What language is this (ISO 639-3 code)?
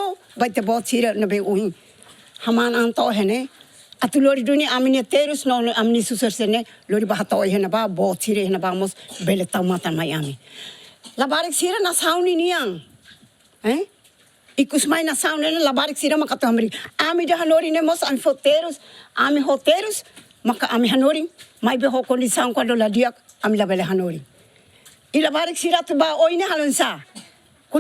tet